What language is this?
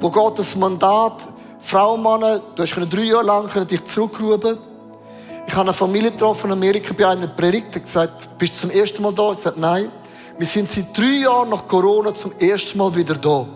Swiss German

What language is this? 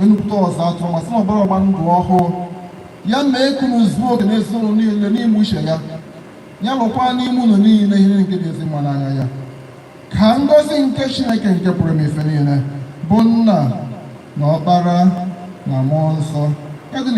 Igbo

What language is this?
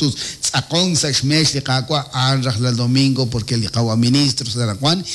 Kekchí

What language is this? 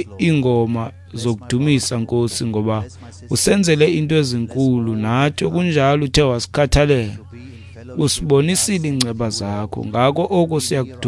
Xhosa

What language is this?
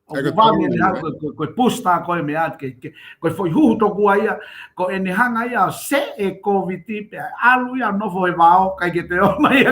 Tongan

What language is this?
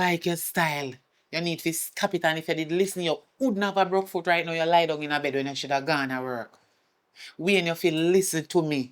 Jamaican Creole English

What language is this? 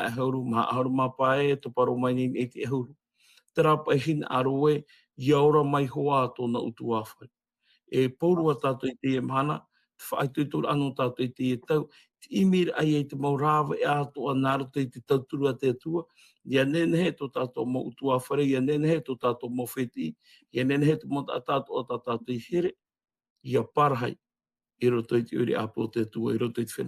Tahitian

